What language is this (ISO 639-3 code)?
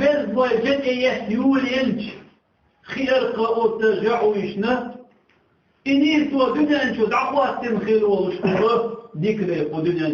che